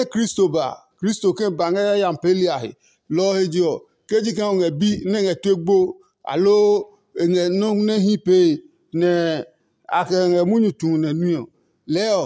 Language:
Adangme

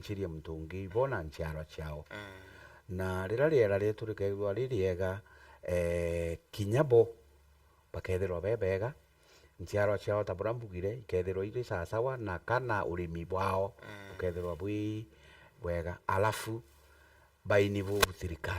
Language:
Meru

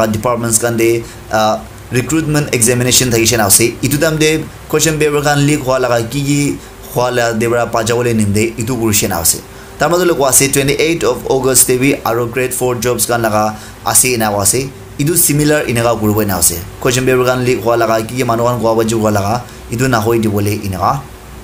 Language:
Naga Pidgin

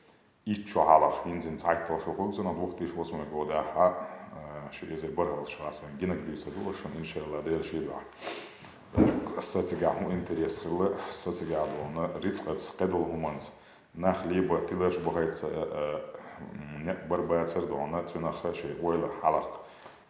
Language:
Chechen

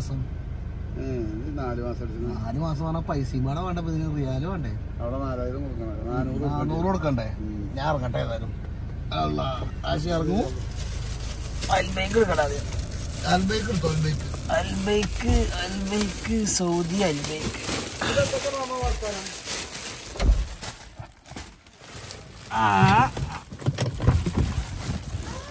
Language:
Malayalam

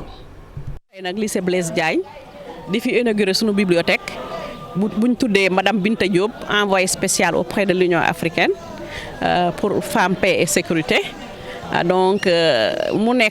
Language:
Wolof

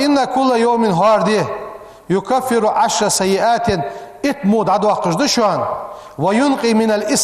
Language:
Ingush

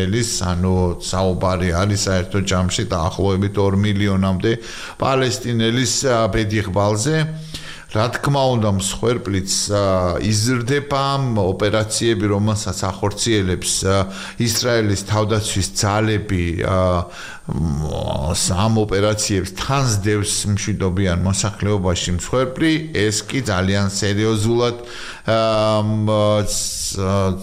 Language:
Georgian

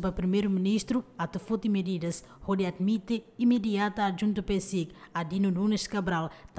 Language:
Tetum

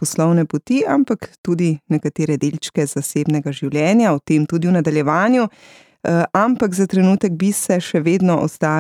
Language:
Slovenian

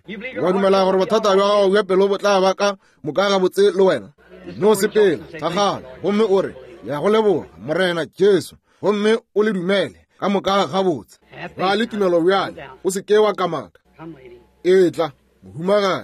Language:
Northern Sotho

